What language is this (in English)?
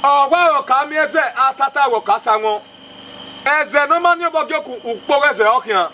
Bini